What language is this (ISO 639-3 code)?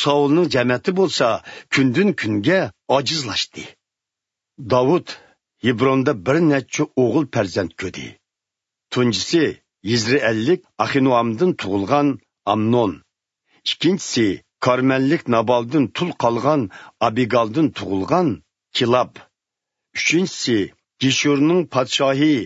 uig